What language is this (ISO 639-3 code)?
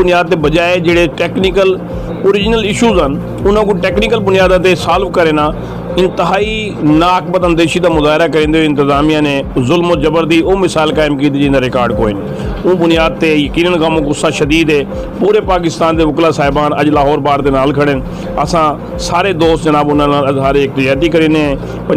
skr